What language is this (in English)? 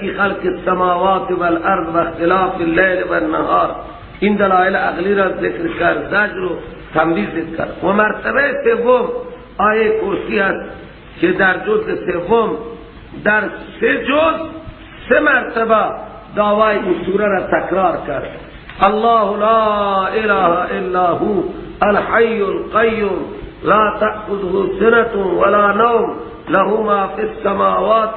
Persian